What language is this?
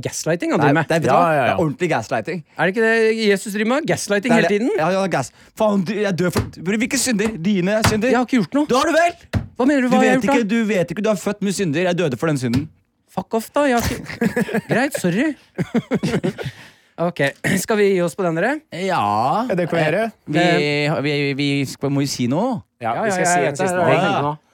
Norwegian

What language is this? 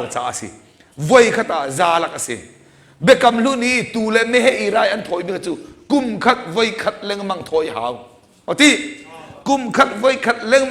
Hakha Chin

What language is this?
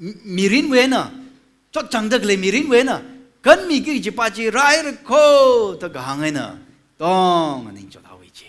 Tangkhul Naga (India)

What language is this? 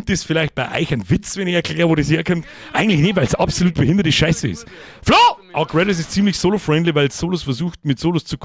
Bavarian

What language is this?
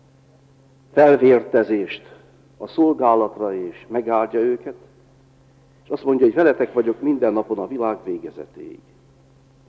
Hungarian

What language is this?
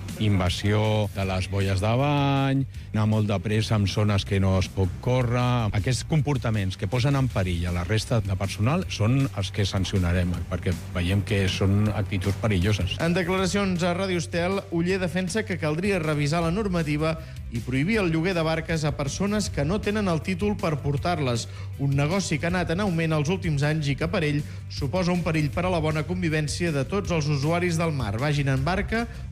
Catalan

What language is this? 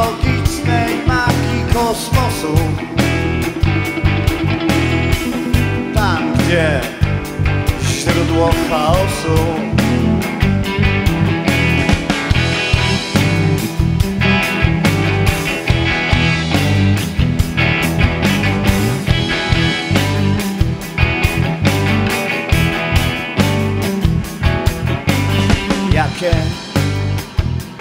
Polish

